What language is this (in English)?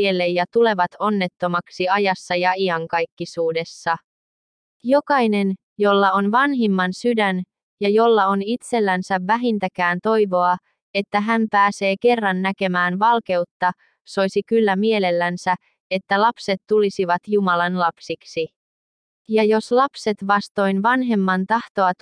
Finnish